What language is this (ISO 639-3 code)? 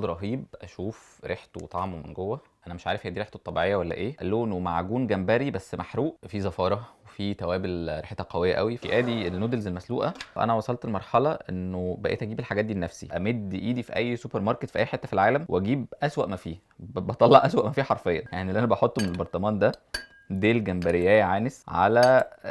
arz